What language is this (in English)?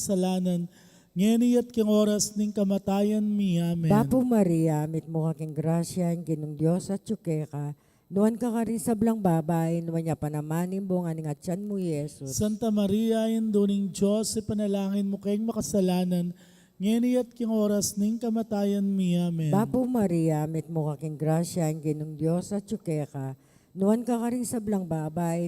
Pampanga